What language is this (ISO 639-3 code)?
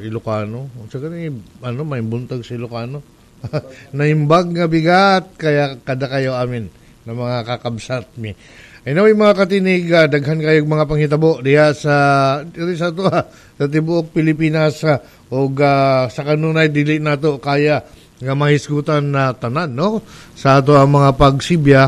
ceb